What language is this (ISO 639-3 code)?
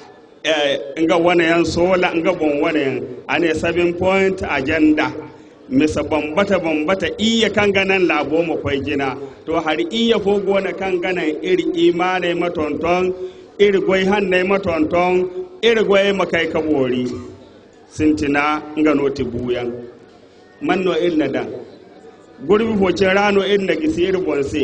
dje